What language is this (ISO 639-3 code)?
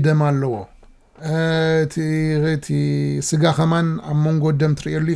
tir